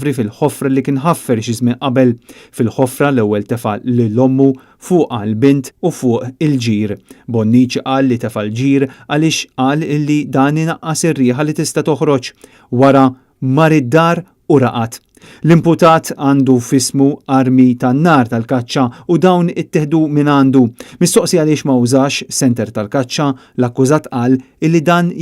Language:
Maltese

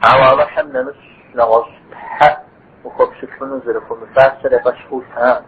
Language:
Kabardian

